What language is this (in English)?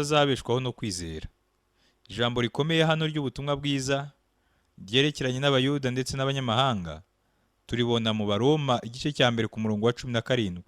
Kinyarwanda